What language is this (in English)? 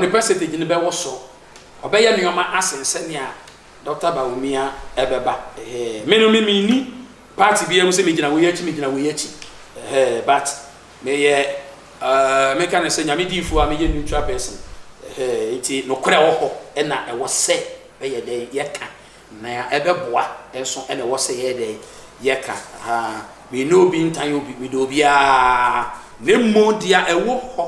Akan